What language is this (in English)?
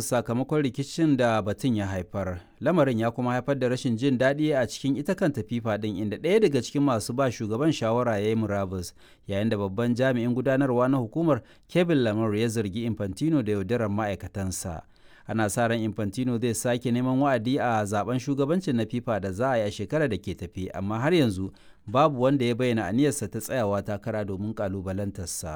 Hausa